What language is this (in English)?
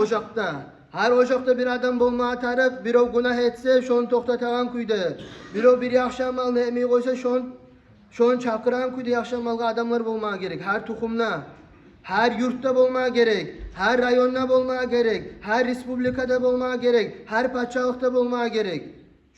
Kumyk